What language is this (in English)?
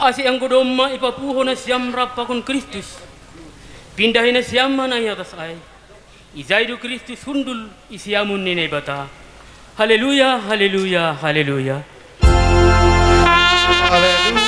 Batak Simalungun